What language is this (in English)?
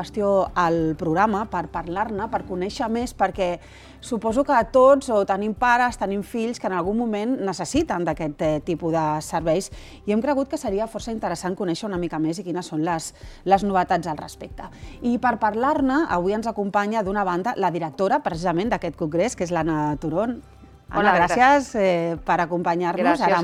Catalan